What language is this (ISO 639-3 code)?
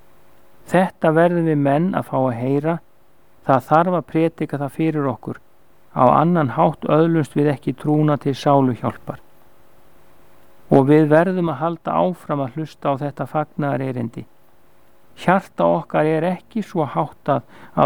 isl